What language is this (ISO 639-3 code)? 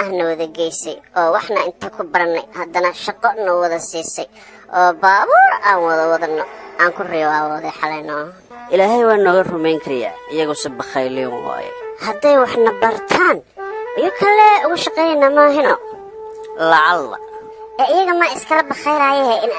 som